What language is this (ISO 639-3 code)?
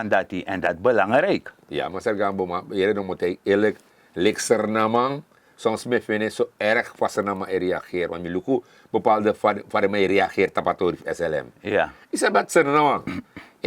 srn